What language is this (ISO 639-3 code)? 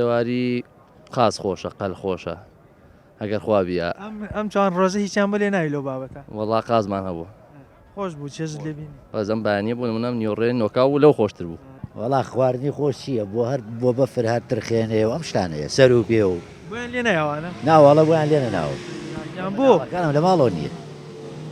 ckb